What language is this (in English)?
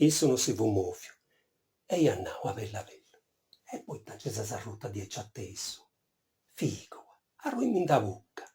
Sardinian